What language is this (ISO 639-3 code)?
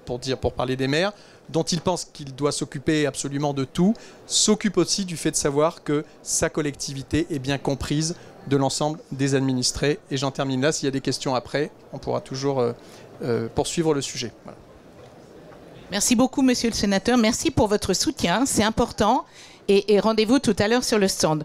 fra